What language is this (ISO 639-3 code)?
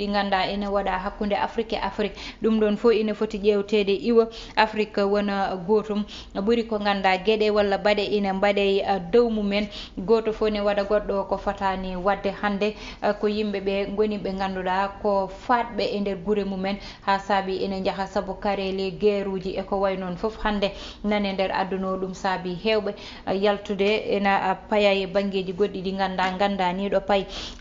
ful